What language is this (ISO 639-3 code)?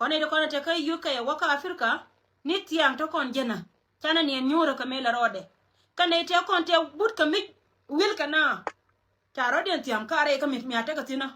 nus